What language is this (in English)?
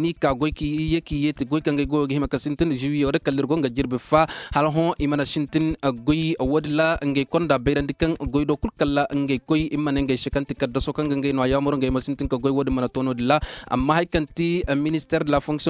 Koyraboro Senni